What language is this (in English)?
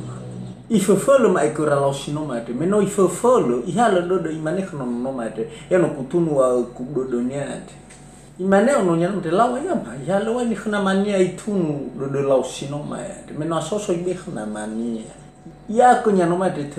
Nias